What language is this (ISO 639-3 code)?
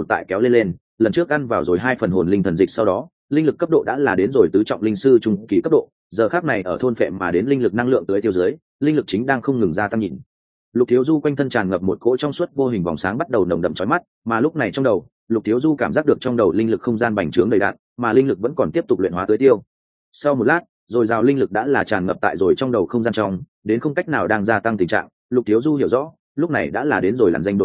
vie